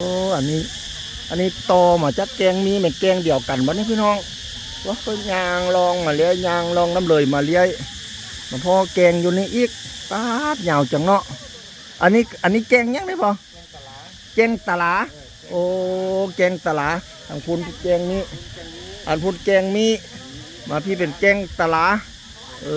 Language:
Northeastern Thai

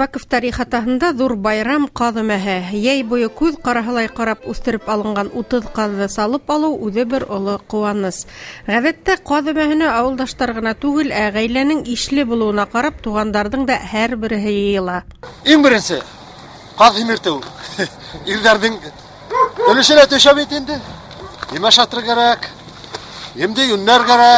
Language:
Bashkir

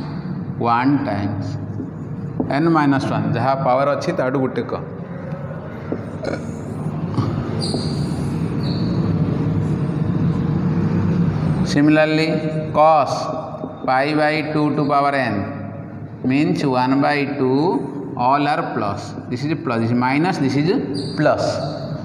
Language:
Hindi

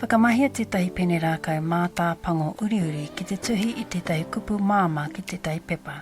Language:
Māori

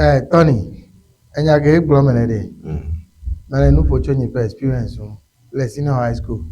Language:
Ewe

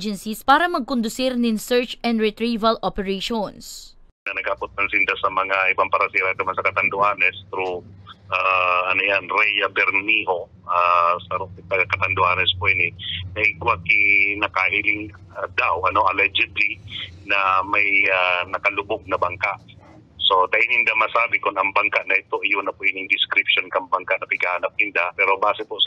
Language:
Bikol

